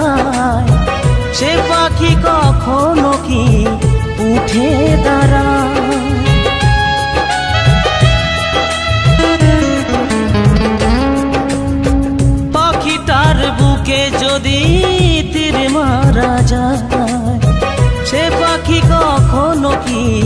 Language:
Bangla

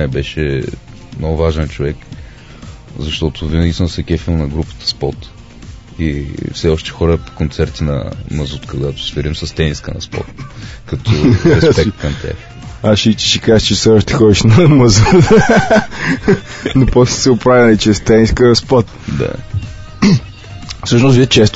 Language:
Bulgarian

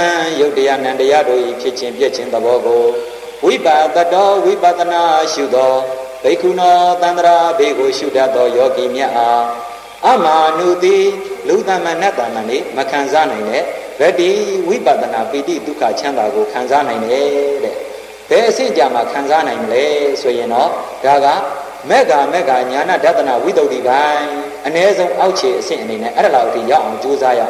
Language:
Burmese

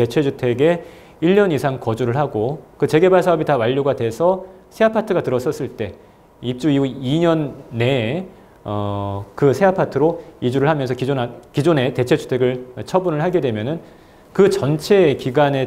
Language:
Korean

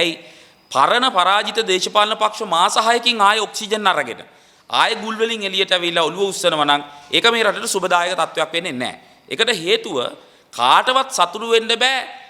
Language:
Sinhala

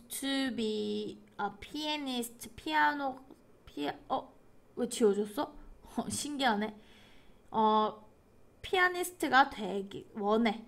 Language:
Korean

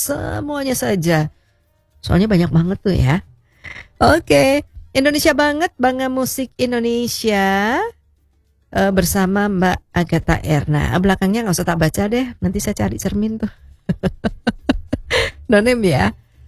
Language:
Indonesian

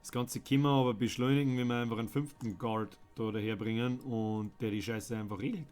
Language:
Bavarian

